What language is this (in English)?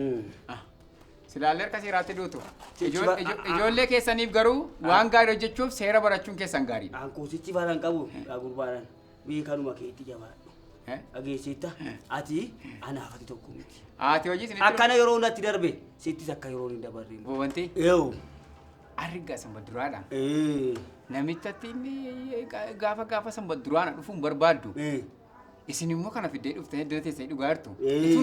Oromo